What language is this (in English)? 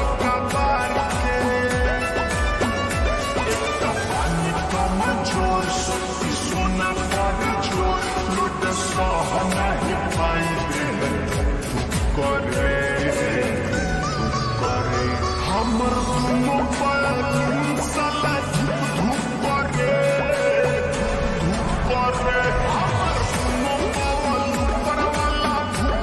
Bhojpuri